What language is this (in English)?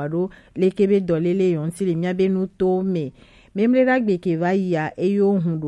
Gen